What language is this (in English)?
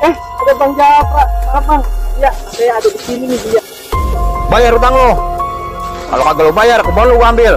Betawi